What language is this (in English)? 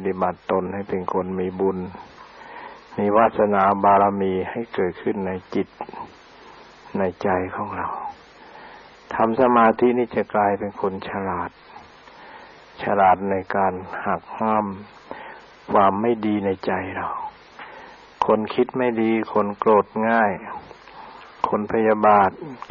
Thai